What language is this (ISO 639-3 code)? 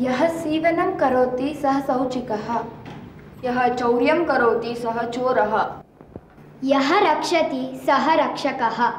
san